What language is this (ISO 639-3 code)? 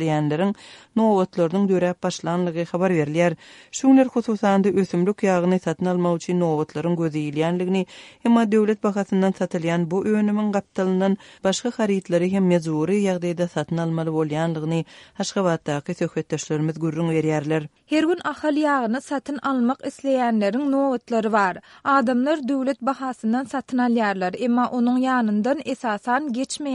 tuk